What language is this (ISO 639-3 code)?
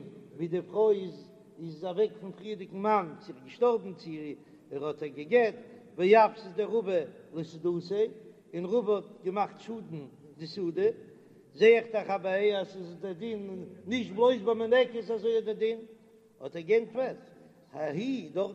yid